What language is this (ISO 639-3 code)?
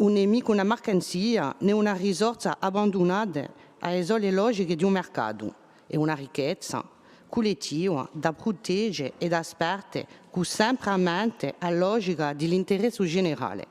cos